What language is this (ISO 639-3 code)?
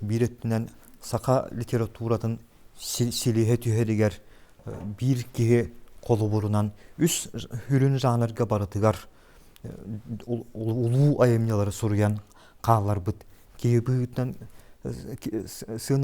sah